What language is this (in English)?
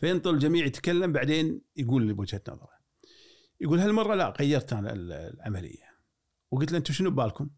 Gulf Arabic